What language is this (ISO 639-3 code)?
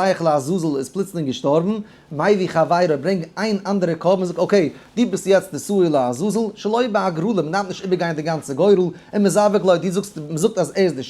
yid